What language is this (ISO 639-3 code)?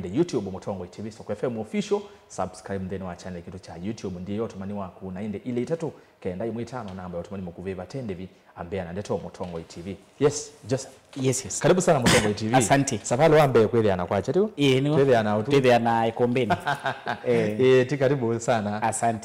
kam